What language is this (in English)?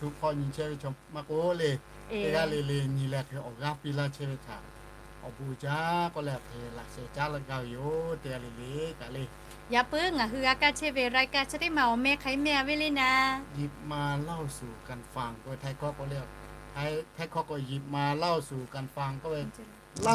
Lahu